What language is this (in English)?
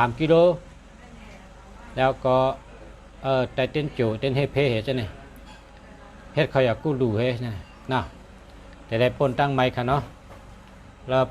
Shan